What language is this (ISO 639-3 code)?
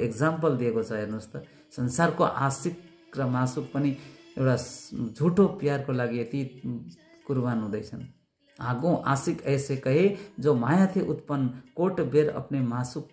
nep